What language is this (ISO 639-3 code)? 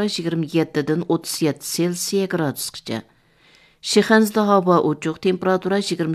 uig